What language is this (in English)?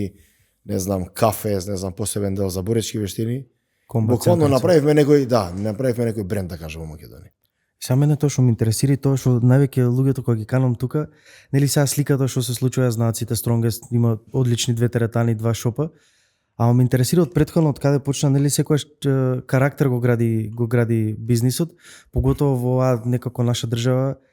Macedonian